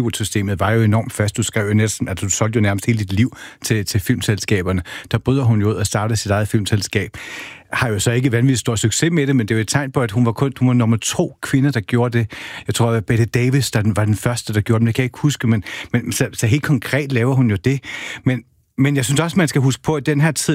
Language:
Danish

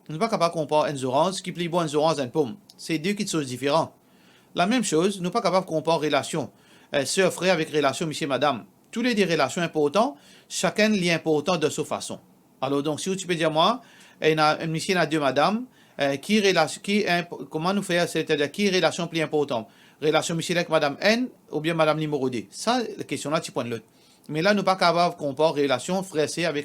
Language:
Morisyen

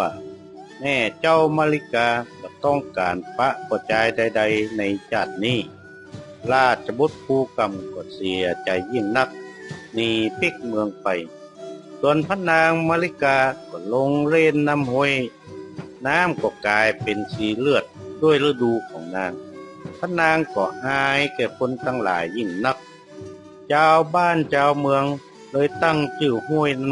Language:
Northern Thai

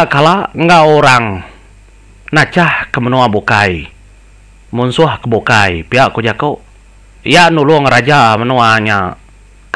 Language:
Iban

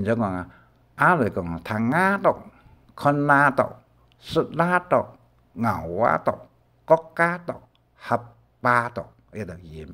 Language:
Hakka Chinese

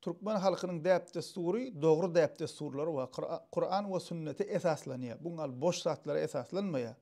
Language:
Turkmen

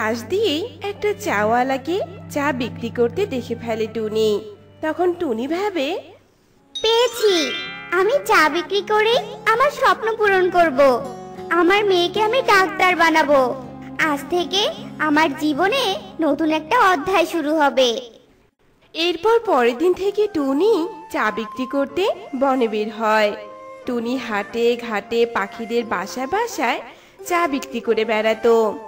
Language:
Bangla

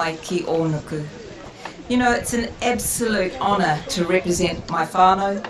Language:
Māori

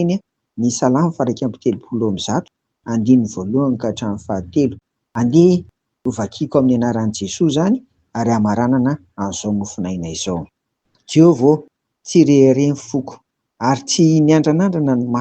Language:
Malagasy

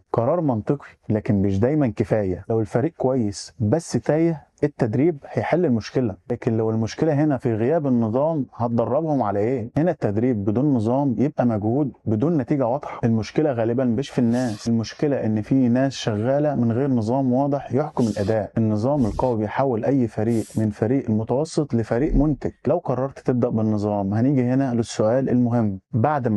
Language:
Egyptian Arabic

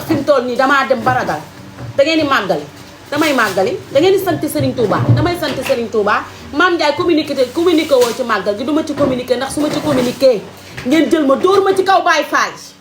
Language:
Wolof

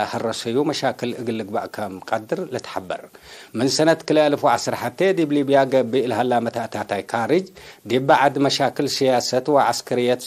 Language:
Tigre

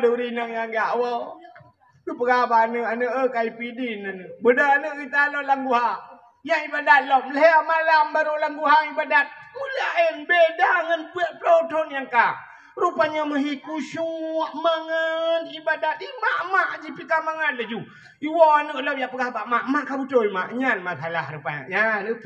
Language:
Achinese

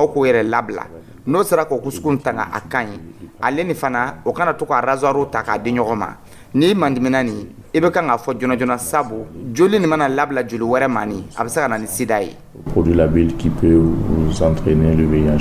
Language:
Dyula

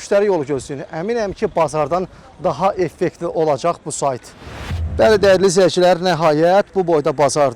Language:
Azerbaijani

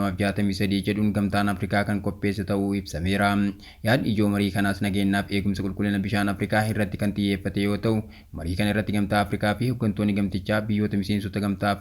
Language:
Oromo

